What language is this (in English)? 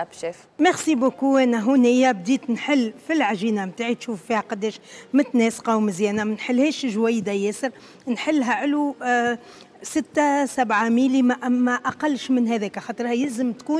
Tunisian Arabic